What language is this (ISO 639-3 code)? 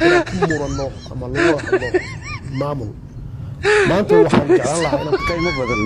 som